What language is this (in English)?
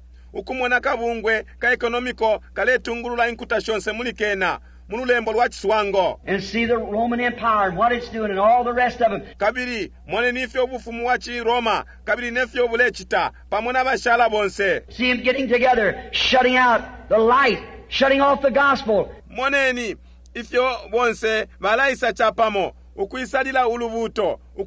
Bemba